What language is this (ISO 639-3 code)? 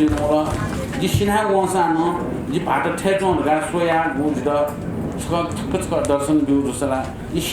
new